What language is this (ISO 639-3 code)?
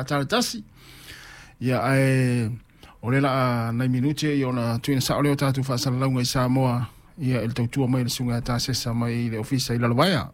smo